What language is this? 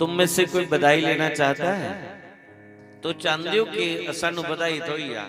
Dogri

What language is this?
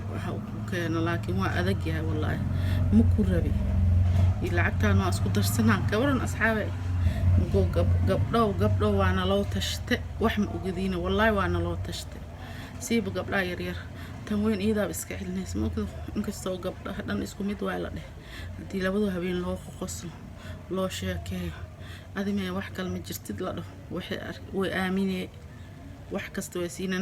Somali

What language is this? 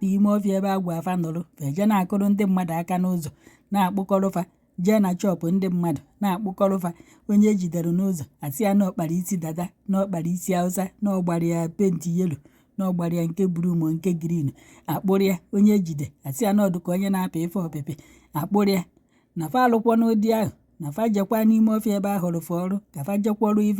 Igbo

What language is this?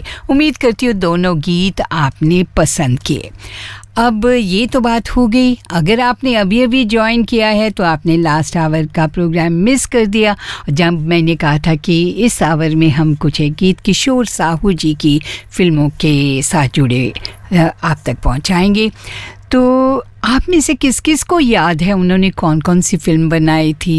Hindi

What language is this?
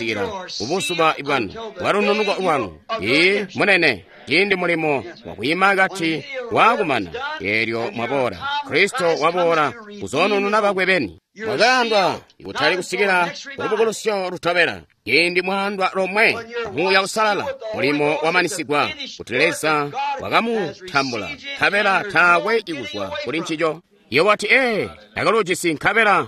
Tonga (Zambia)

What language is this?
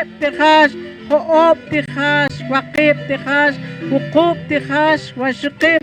Poqomchi'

